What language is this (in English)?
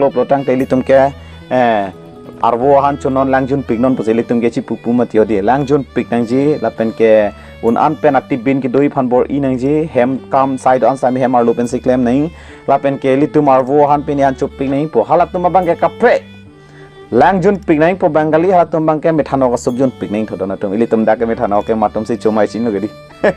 Karbi